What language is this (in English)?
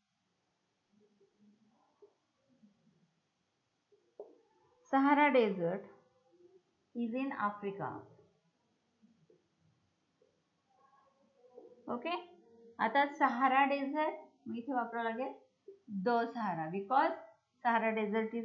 Marathi